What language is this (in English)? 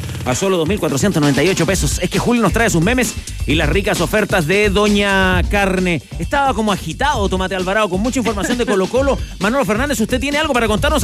Spanish